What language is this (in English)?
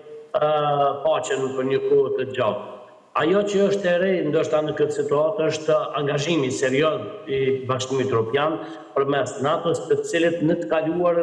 Albanian